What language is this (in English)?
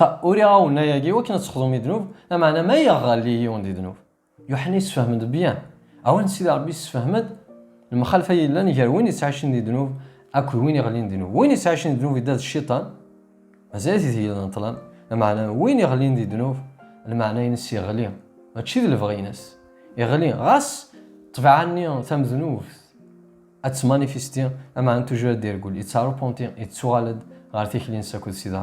Kabyle